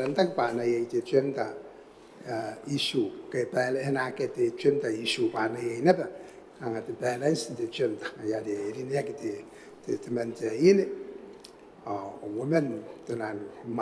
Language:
Gilbertese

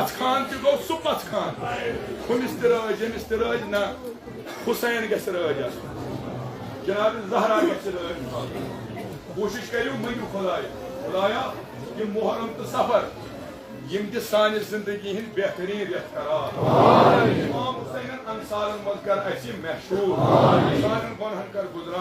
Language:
Kashmiri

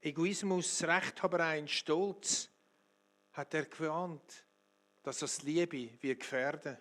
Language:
Swiss German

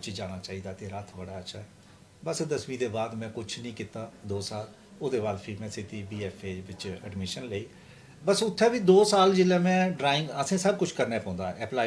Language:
Dogri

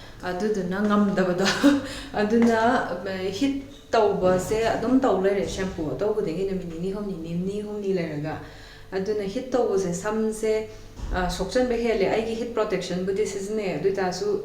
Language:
Manipuri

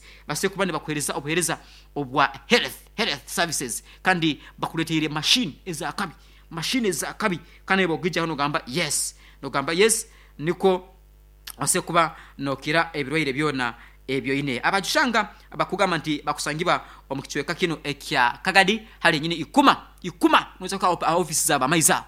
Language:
Nyankole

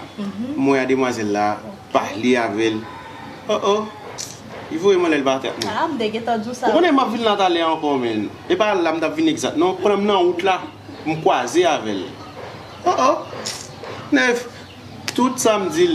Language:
Haitian Creole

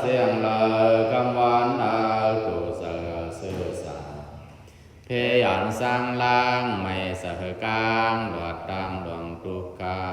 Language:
Pali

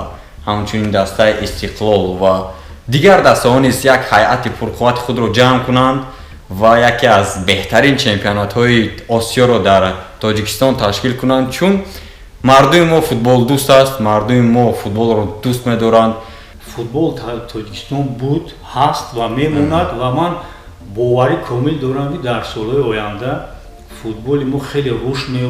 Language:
Tajik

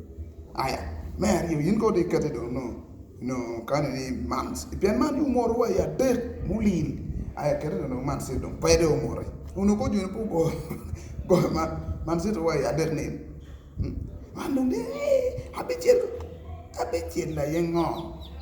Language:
Acoli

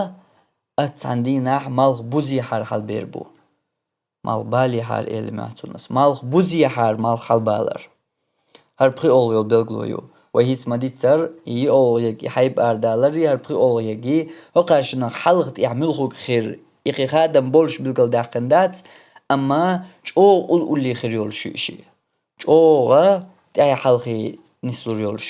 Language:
Chechen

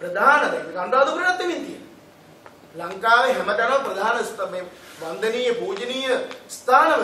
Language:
Sinhala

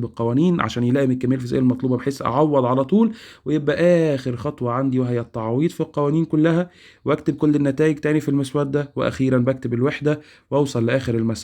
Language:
Egyptian Arabic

